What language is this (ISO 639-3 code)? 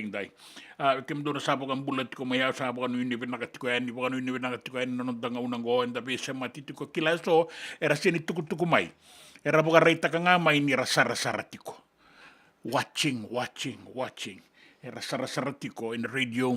fij